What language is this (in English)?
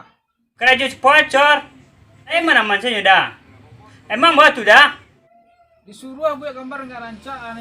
Minangkabau